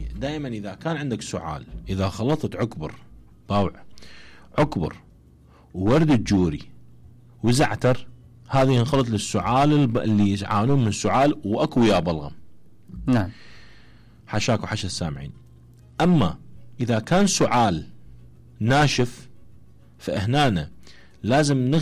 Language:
Mesopotamian Arabic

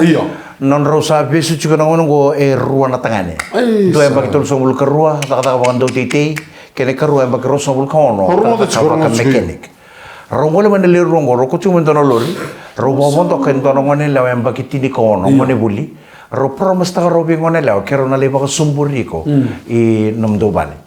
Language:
Fijian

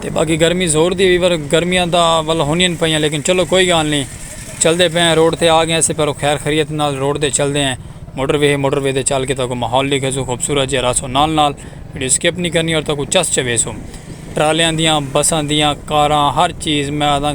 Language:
Saraiki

